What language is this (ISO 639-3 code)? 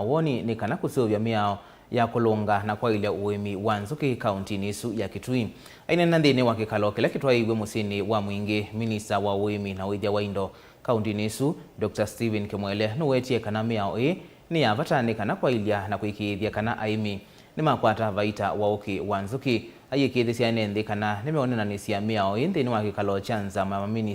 kam